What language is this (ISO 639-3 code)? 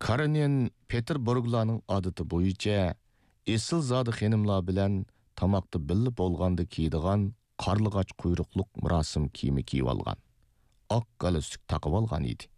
uig